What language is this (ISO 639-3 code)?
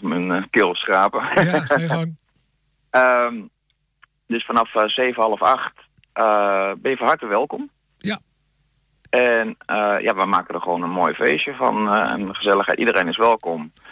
nld